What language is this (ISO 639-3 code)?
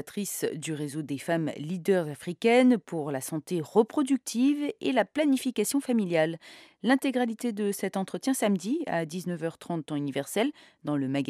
fra